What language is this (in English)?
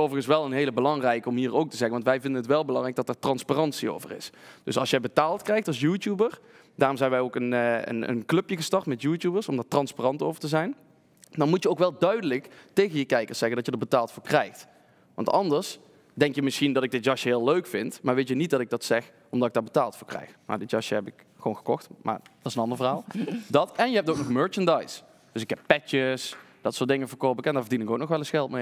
Dutch